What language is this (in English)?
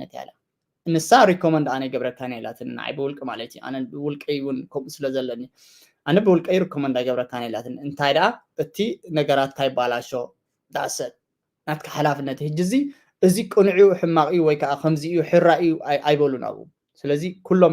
Tigrinya